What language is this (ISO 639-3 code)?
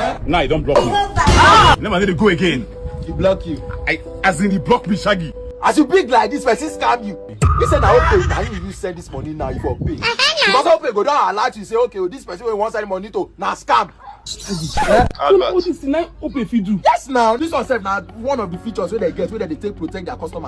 pcm